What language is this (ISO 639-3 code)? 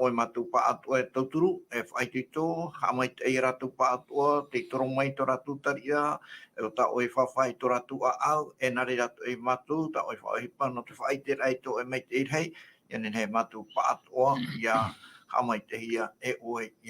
tah